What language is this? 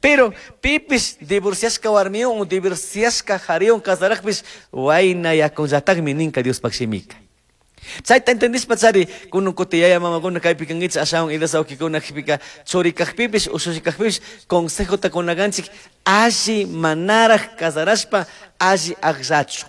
Chimborazo Highland Quichua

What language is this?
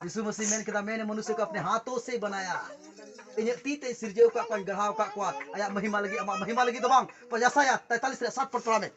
Santali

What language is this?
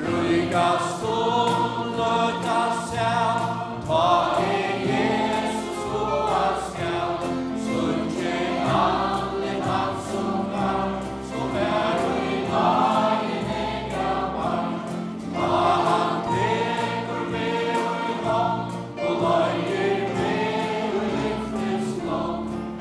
Faroese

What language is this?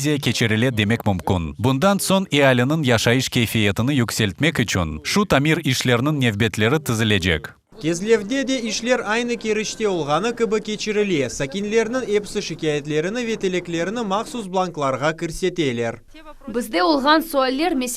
Crimean Tatar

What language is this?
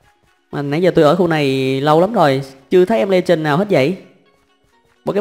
Vietnamese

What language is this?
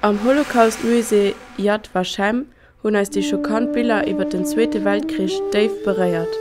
Luxembourgish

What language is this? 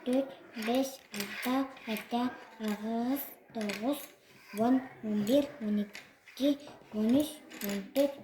Yakut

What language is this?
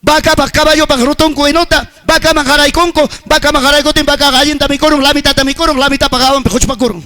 Ayacucho Quechua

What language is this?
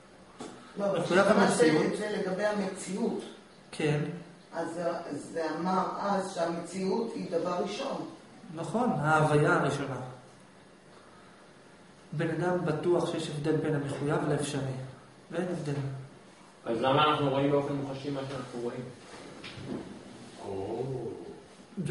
Hebrew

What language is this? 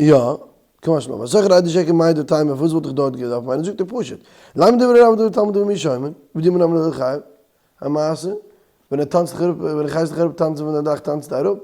Yiddish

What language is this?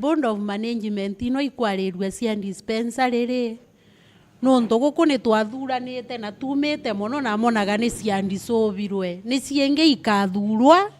Meru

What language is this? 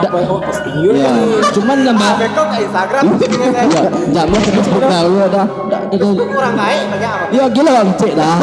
Minangkabau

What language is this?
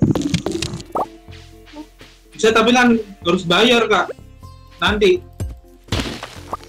Indonesian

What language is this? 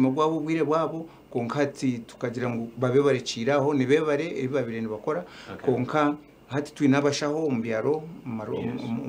Nyankole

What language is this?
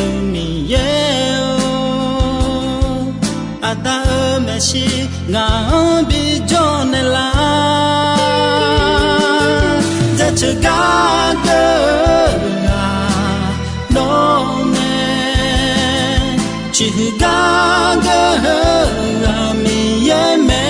Akha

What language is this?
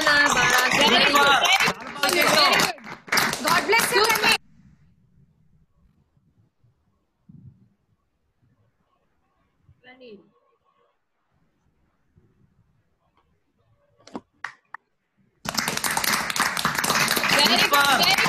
Telugu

